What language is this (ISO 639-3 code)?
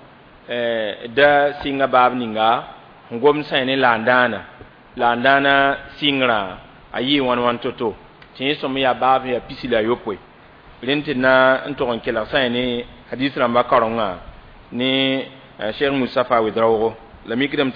mos